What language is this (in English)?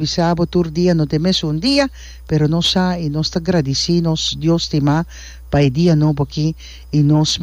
Papiamento